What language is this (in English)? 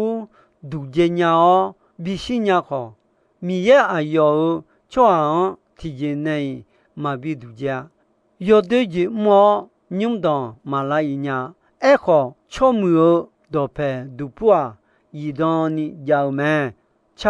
Akha